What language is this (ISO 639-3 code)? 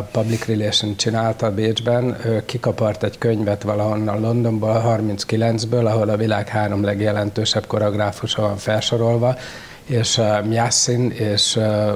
hun